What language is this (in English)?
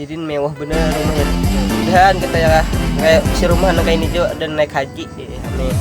Banjar